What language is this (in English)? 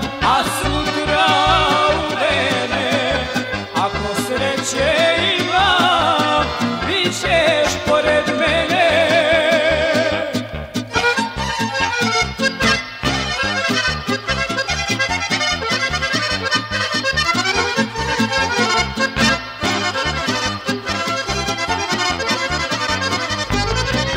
Serbian